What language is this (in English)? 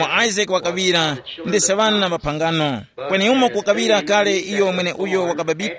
Tumbuka